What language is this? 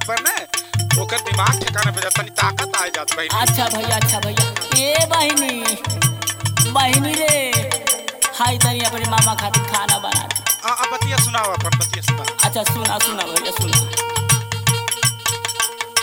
Bhojpuri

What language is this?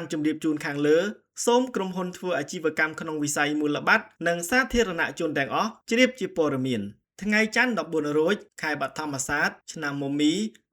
Khmer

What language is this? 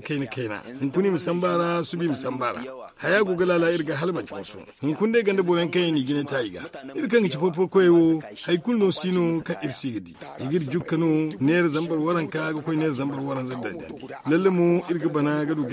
Zarma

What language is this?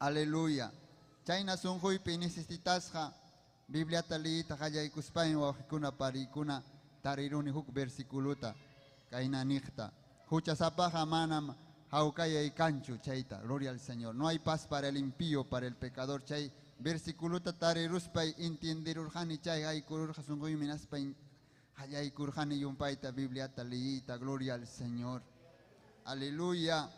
Ayacucho Quechua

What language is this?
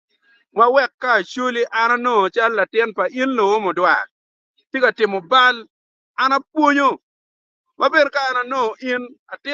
Acoli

